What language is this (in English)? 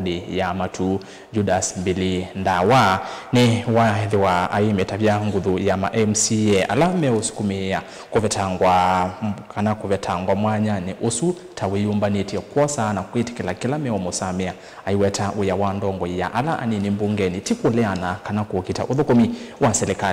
Kamba